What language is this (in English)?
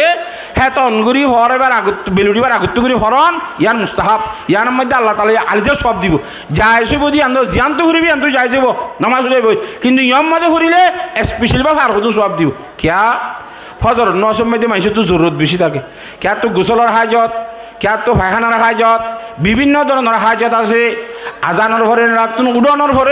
Rohingya